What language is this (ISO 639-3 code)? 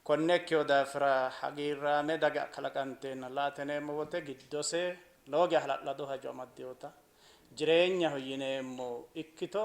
sid